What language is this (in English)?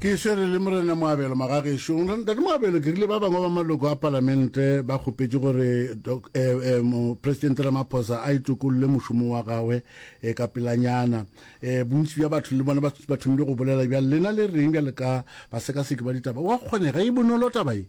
Northern Sotho